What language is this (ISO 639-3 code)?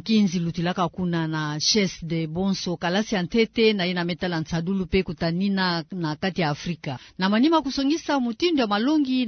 ktu